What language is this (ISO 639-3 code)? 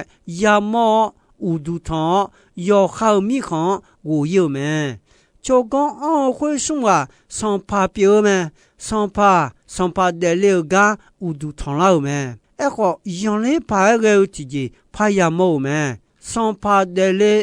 ahk